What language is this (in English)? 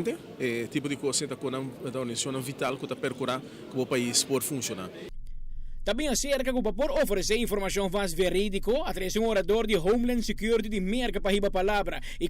Papiamento